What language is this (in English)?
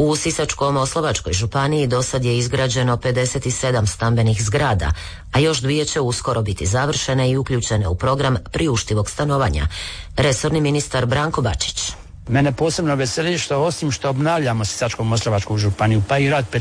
Croatian